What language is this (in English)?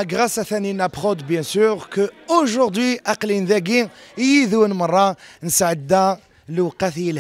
Kabyle